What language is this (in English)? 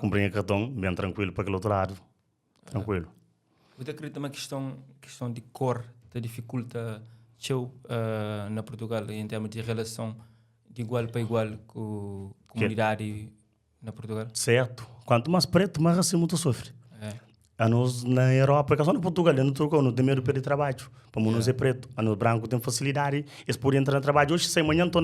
Kabuverdianu